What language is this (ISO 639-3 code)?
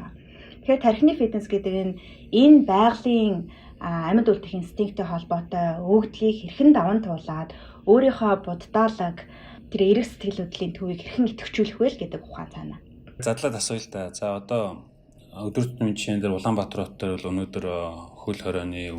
mon